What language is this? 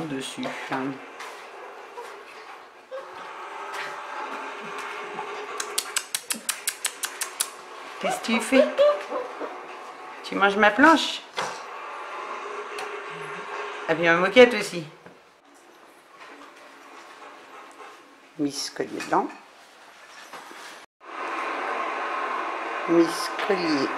French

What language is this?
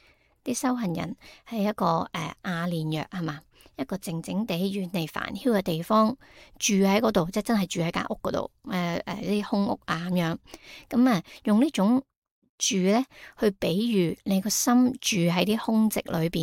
Cantonese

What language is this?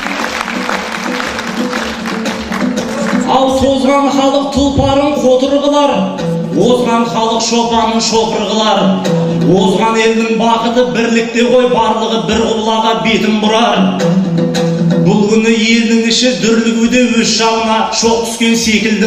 Kazakh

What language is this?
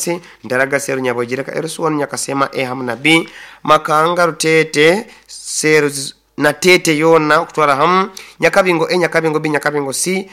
Nyoro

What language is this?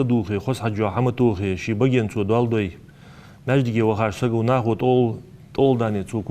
Ingush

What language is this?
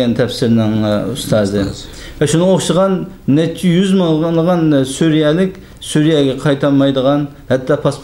Uyghur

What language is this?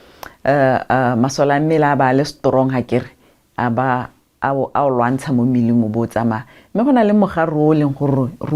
Tswana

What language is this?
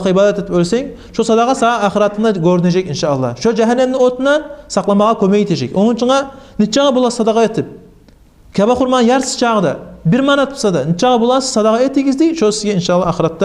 Kumyk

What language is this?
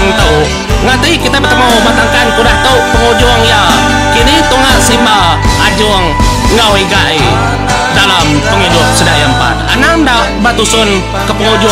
Iban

